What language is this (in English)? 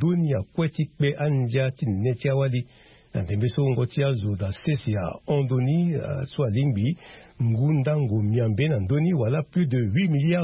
Sango